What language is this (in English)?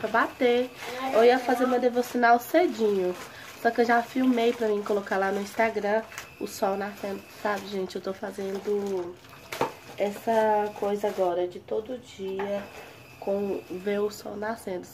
Portuguese